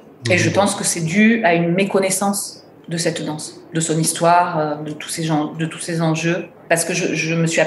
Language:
French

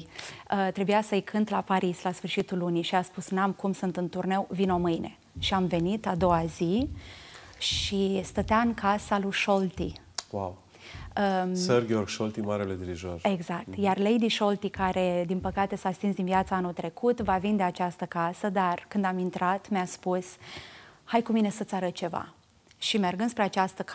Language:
Romanian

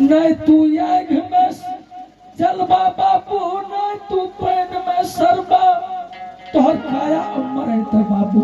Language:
Angika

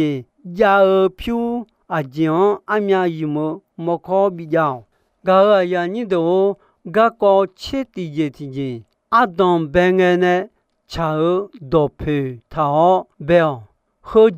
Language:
Akha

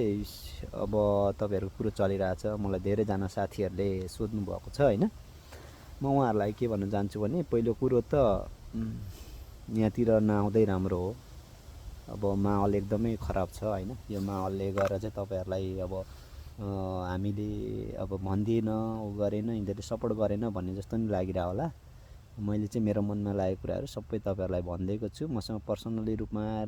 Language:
Nepali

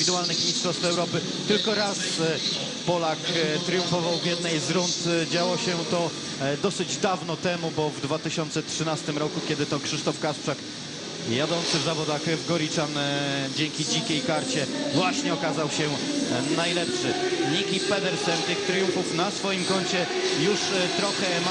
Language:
Polish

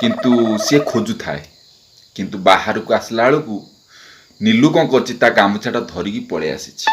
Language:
Odia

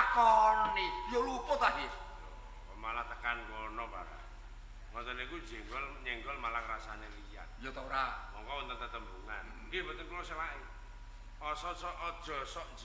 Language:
Javanese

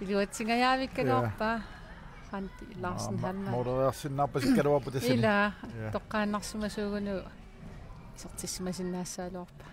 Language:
Kalaallisut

